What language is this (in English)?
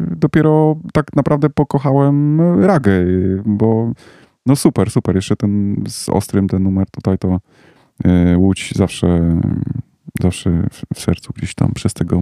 Polish